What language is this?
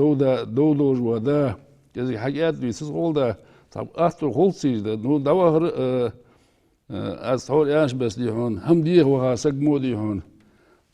Ingush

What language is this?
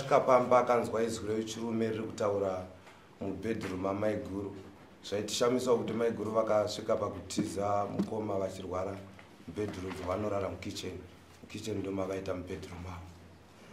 Shona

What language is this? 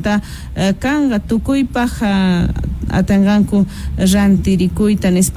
Quechua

